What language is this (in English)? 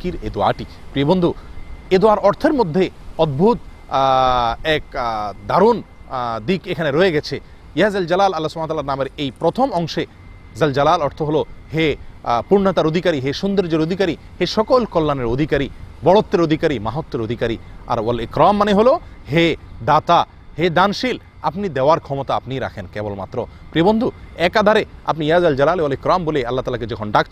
Bangla